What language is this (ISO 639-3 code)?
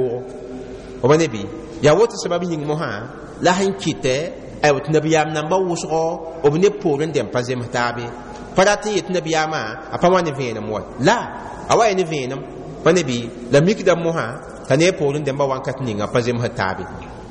mos